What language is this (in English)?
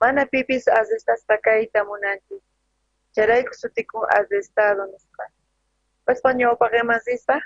South Bolivian Quechua